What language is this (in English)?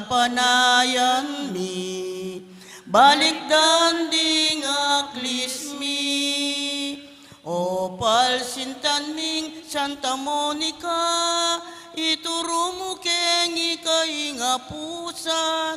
Pampanga